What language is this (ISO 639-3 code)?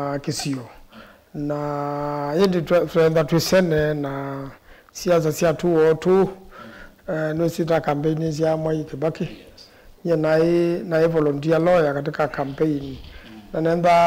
kam